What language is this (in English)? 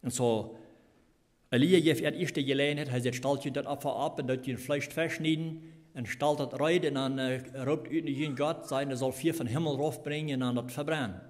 Plautdietsch